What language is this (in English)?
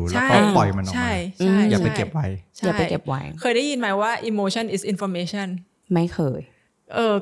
Thai